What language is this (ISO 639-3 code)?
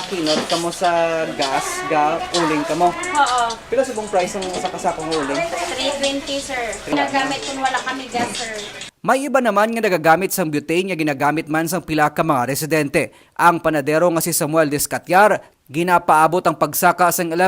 hil